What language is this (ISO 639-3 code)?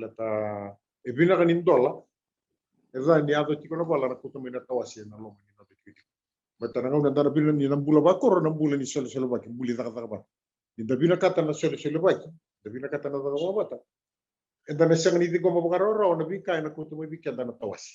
fij